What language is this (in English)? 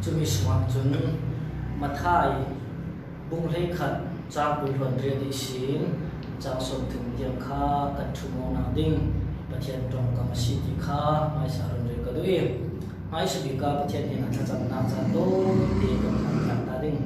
Falam Chin